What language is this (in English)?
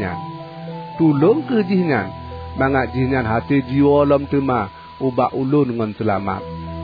Achinese